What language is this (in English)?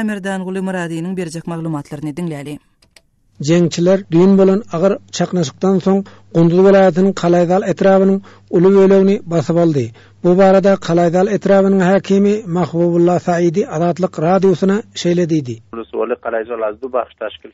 Turkmen